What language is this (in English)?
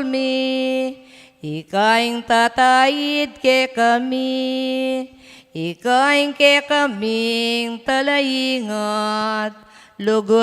Pampanga